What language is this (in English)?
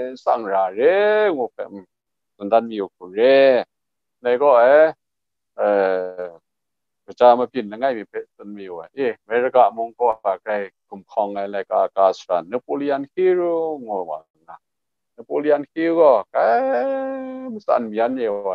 Kachin